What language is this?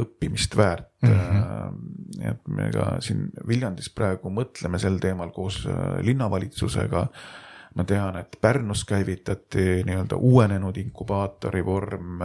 Estonian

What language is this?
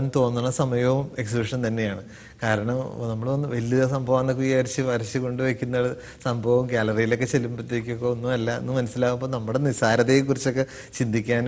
Malayalam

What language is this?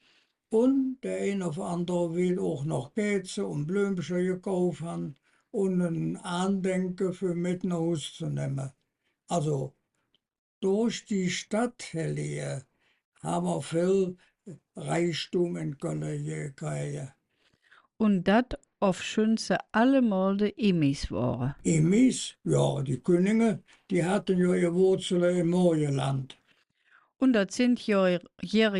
Colognian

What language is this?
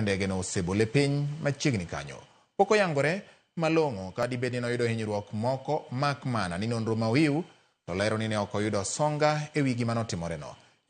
Luo (Kenya and Tanzania)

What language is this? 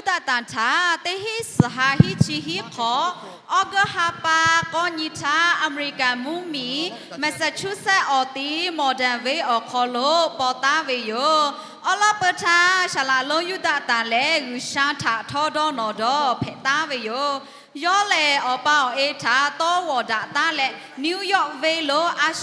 Lahu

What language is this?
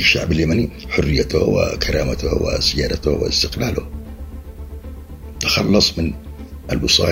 Arabic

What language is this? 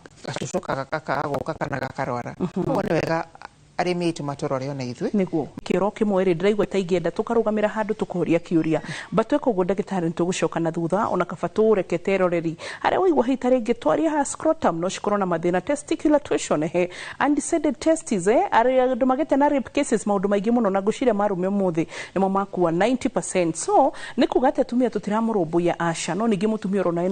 Kikuyu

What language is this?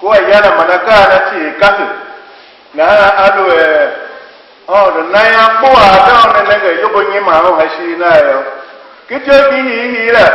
Tiv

